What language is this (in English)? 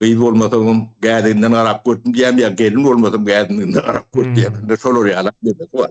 Turkmen